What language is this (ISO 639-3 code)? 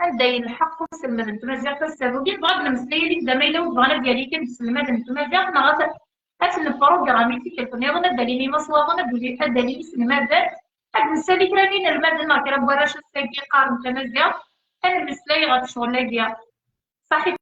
kab